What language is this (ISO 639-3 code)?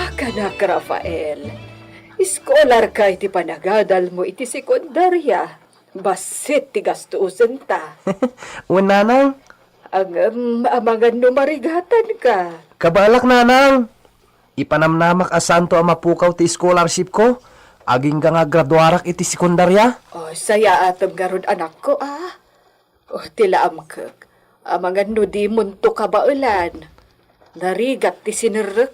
ilo